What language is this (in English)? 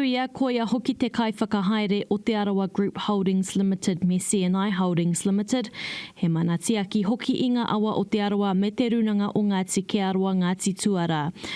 Māori